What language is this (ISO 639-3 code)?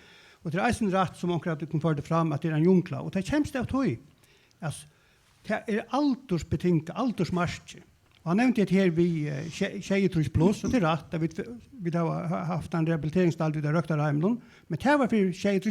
fao